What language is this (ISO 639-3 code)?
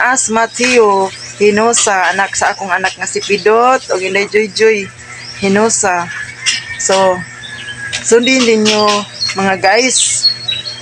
ceb